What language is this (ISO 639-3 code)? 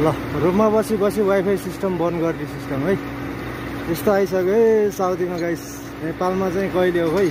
nep